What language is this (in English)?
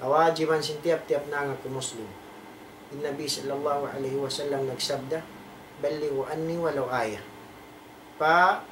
Tausug